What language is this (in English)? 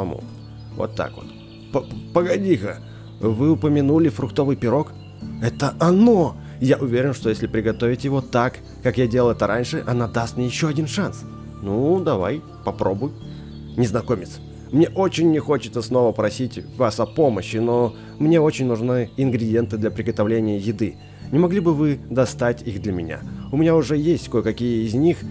Russian